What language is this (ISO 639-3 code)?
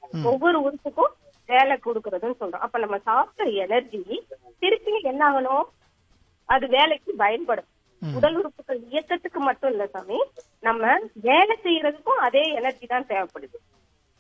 tam